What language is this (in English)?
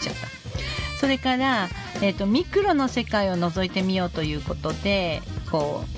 Japanese